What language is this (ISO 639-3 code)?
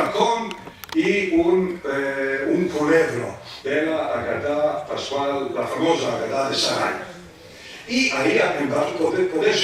lad